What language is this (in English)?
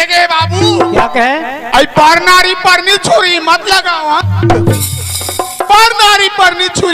Chhattisgarhi